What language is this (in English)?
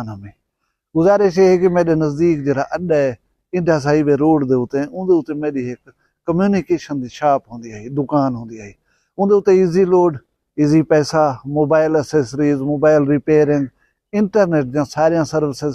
Saraiki